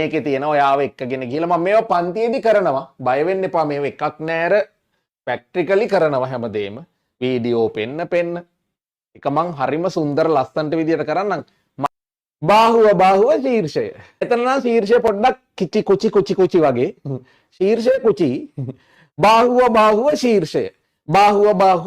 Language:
Sinhala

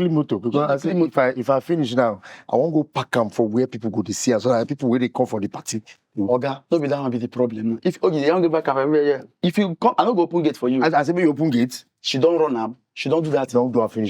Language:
Nigerian Pidgin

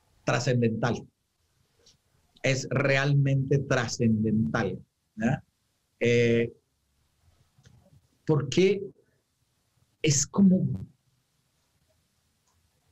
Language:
Spanish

